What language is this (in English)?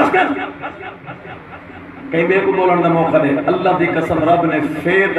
Saraiki